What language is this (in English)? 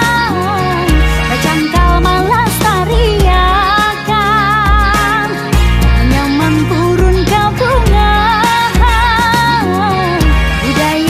Banjar